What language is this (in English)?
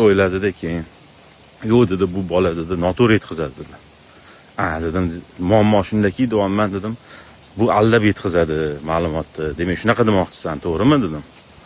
Uzbek